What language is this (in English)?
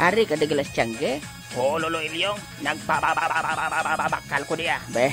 Hiligaynon